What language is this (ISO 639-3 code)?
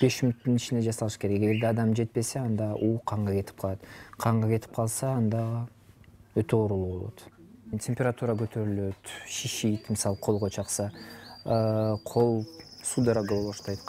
kir